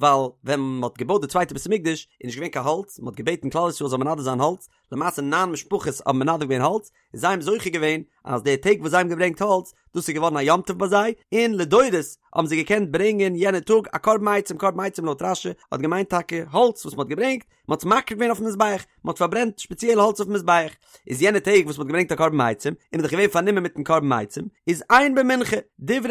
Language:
Yiddish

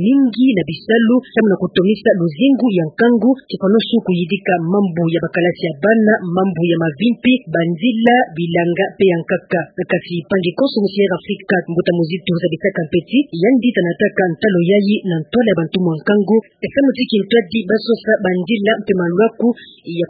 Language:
Kituba (Democratic Republic of Congo)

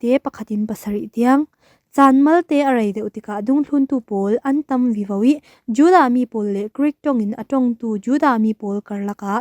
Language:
Falam Chin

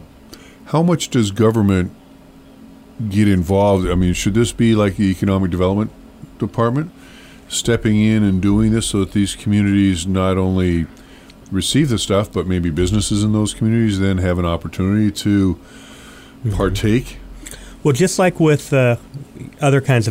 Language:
English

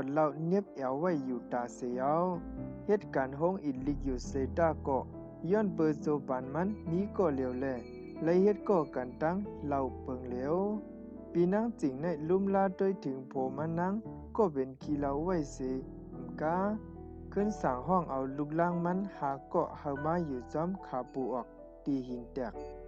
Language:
Shan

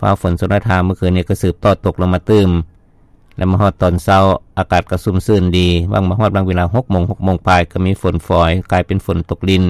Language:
Lao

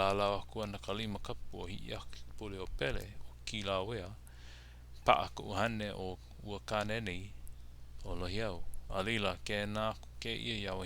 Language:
Hawaiian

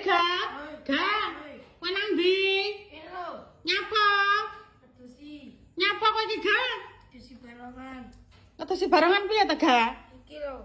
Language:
Javanese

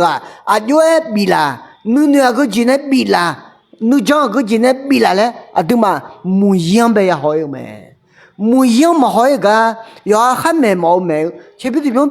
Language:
Akha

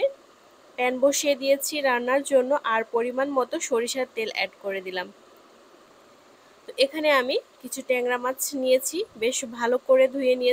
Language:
Bangla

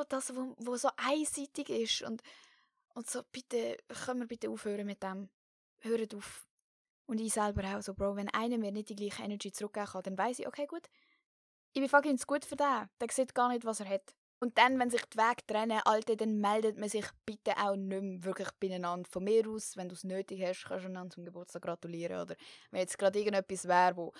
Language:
Swiss German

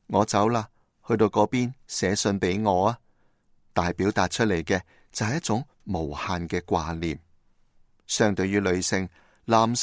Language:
Cantonese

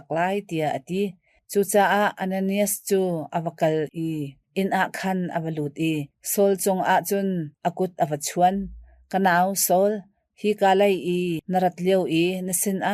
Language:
Hakha Chin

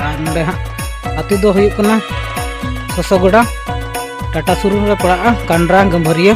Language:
Santali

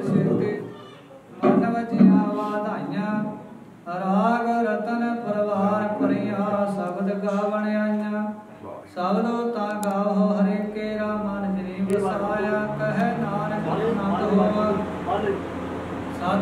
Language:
Punjabi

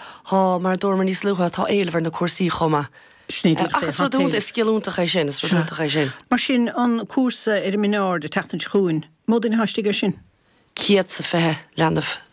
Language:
Irish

